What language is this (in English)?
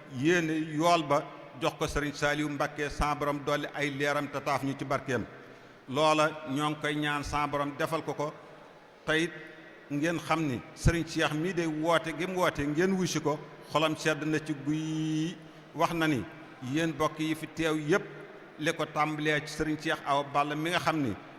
Wolof